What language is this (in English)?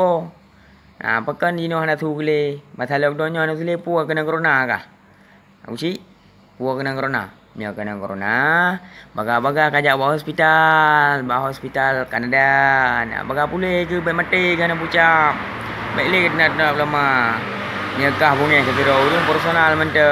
Achinese